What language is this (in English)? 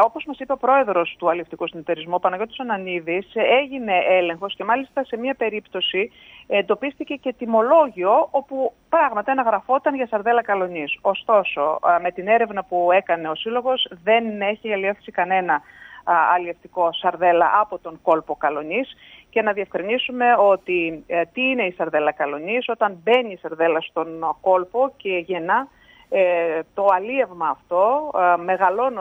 Greek